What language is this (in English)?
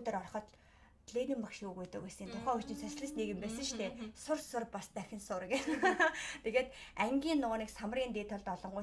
Mongolian